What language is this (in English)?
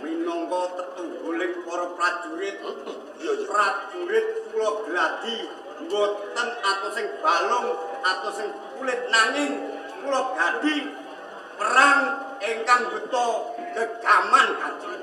Javanese